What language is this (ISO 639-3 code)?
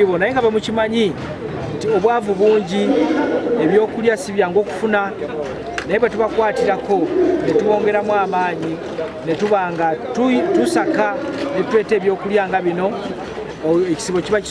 lug